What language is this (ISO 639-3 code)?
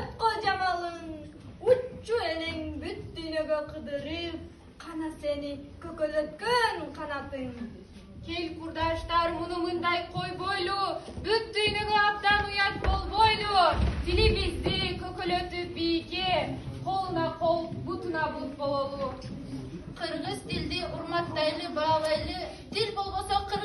kir